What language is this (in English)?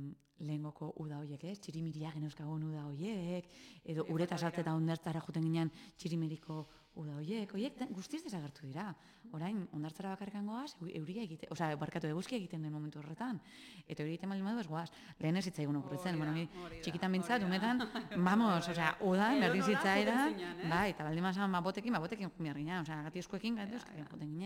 Basque